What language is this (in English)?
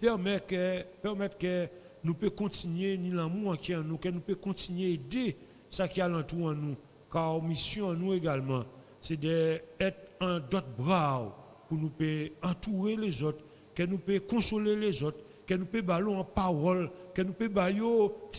Guadeloupean Creole French